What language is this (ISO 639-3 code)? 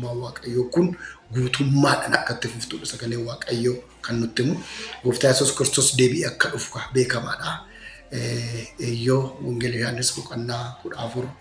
orm